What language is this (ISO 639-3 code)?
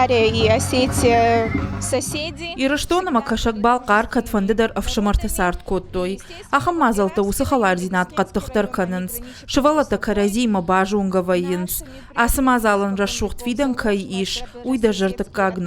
oss